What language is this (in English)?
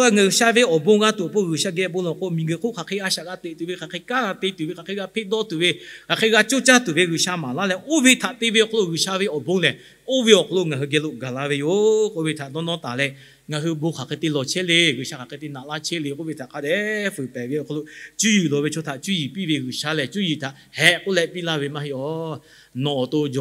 Lahu